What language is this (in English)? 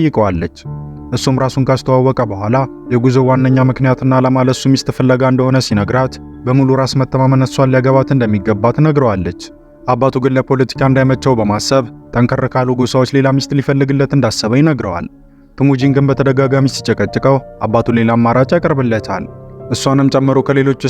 Amharic